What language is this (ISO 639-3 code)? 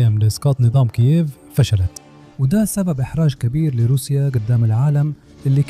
arz